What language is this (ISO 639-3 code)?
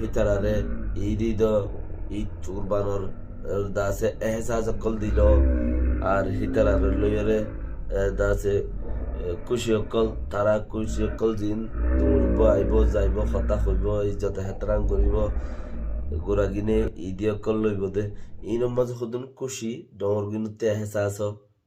rhg